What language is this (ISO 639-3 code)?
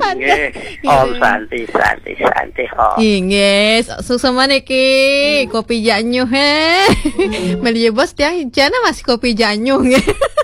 ban